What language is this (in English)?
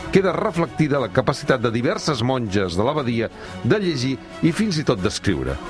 Catalan